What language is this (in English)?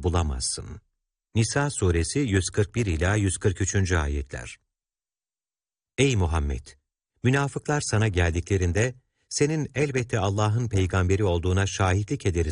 Turkish